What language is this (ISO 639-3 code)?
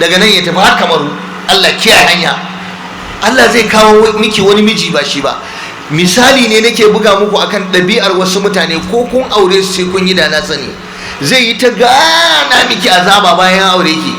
hau